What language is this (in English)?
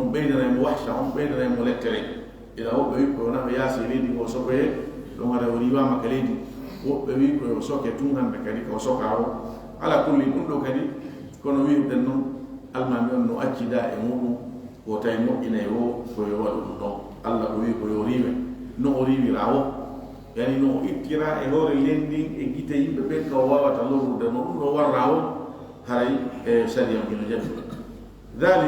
Fula